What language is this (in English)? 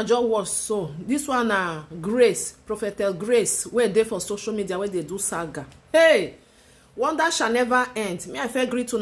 Nigerian Pidgin